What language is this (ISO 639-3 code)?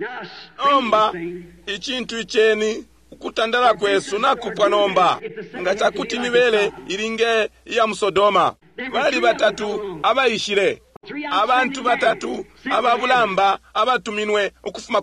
bem